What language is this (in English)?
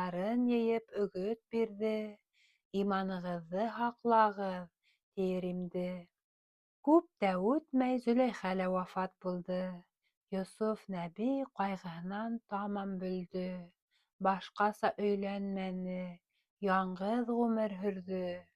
Bashkir